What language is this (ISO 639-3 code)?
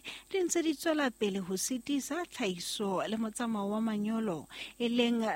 sot